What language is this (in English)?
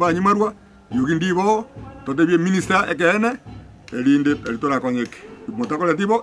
Gusii